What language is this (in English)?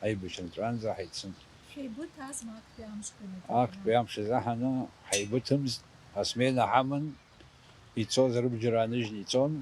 Abkhazian